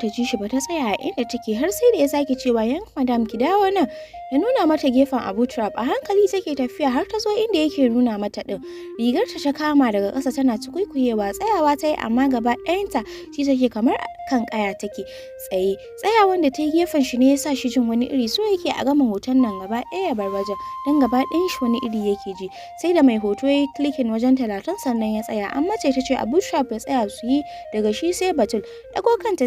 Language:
Hausa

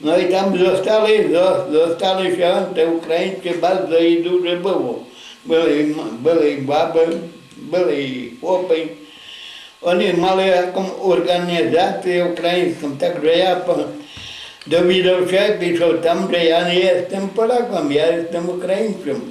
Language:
Rusyn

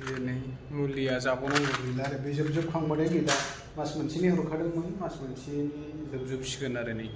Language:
Bodo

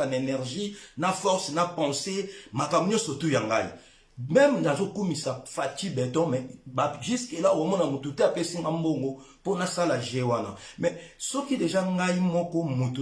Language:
Lingala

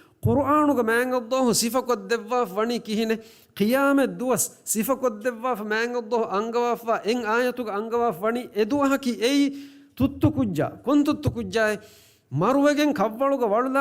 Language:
Divehi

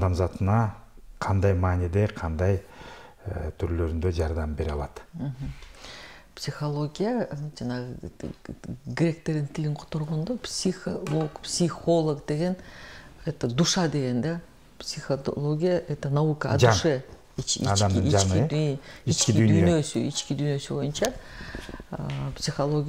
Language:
Kyrgyz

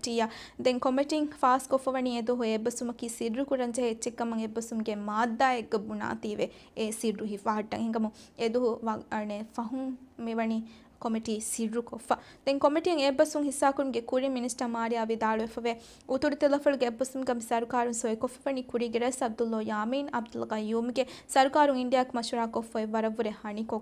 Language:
Divehi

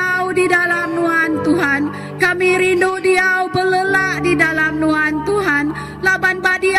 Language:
Iban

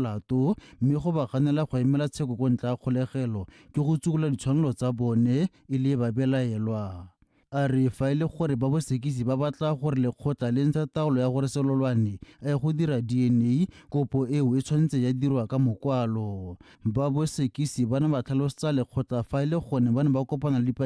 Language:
Tswana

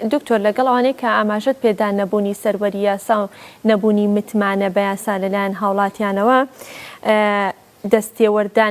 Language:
Central Kurdish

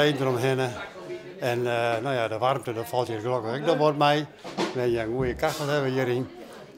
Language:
Western Frisian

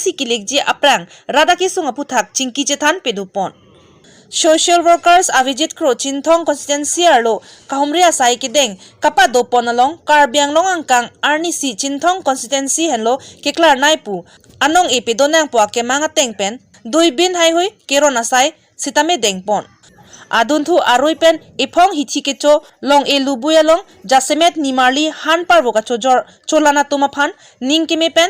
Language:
Karbi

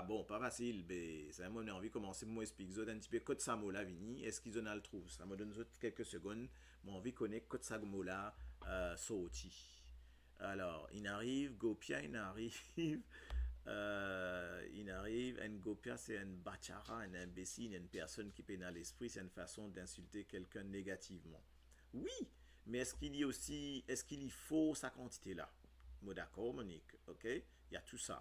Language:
Morisyen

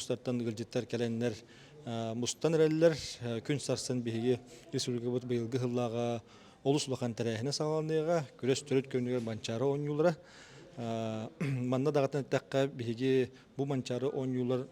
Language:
Yakut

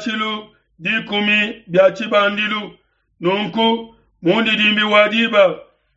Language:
Luba-Lulua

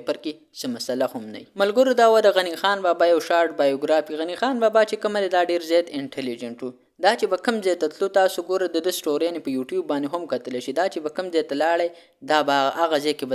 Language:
Pashto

